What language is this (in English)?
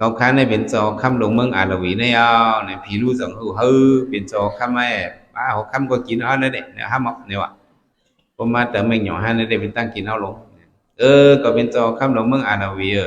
Shan